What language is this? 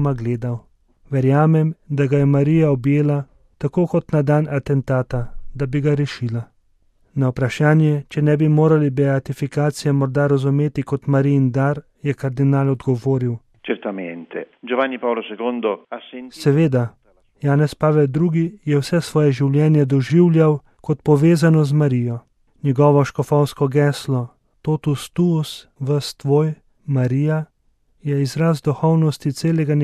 Slovenian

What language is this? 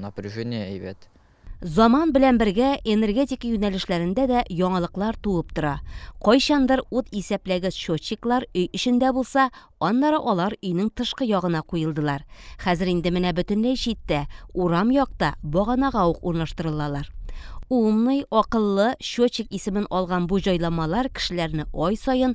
Tatar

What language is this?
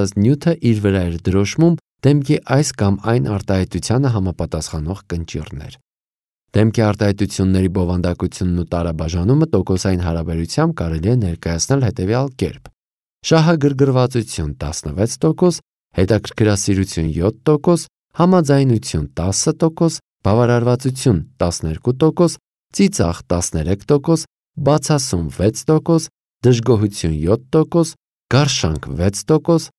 Armenian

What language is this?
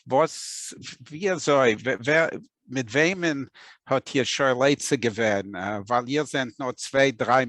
Yiddish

